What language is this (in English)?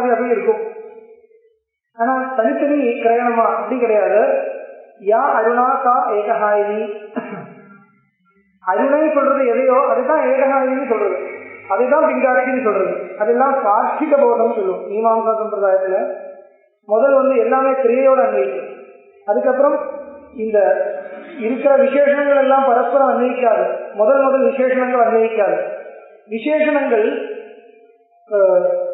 Tamil